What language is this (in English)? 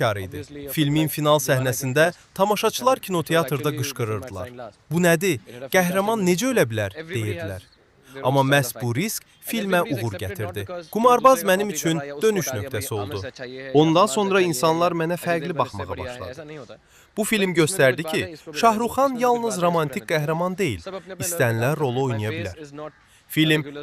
Azerbaijani